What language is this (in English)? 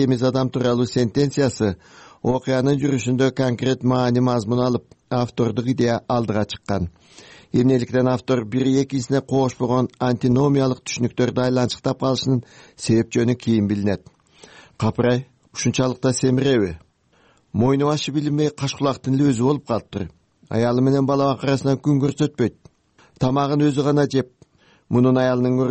Kyrgyz